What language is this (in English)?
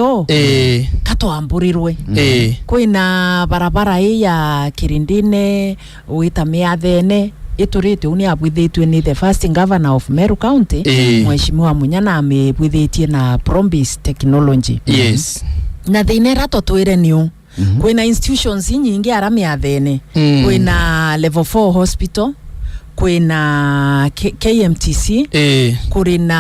Meru